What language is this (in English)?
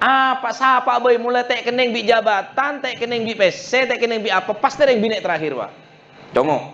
Madurese